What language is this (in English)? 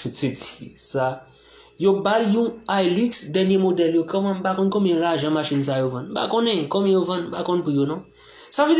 Haitian Creole